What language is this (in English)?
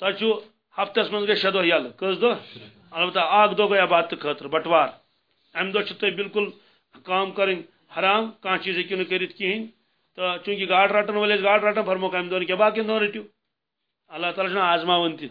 Kashmiri